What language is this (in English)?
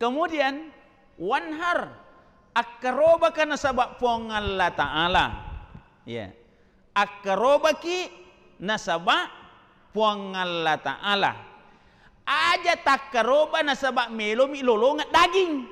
Buginese